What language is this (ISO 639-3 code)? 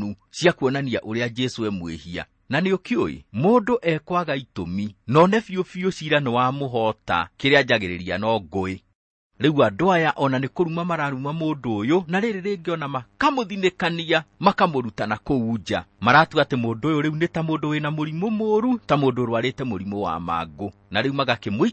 kik